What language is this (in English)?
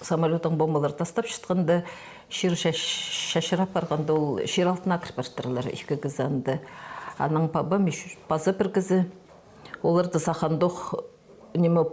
Khakas